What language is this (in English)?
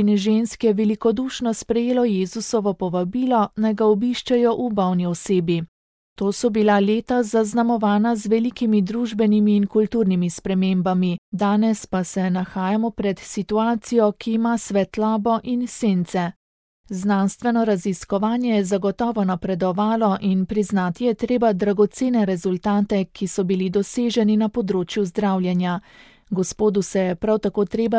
Slovenian